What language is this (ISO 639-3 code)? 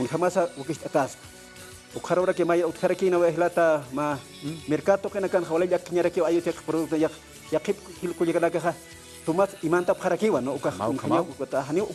aym